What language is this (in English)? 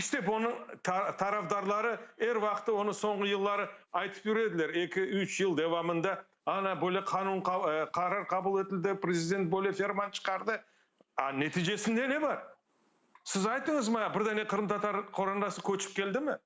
Crimean Tatar